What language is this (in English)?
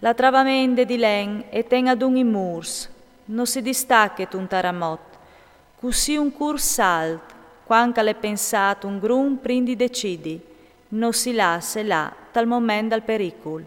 Friulian